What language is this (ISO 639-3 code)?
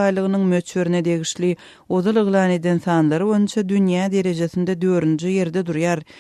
tuk